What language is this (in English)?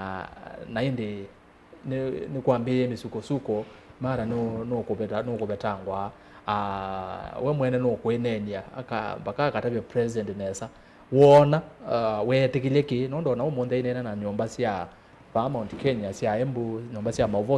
Kamba